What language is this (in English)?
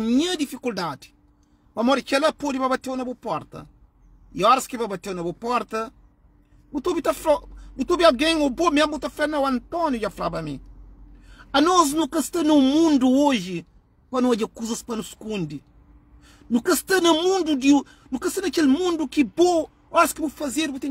Kabuverdianu